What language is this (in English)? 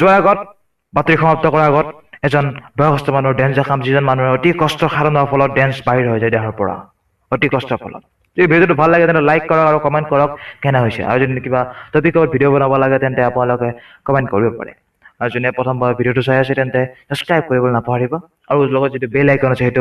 Assamese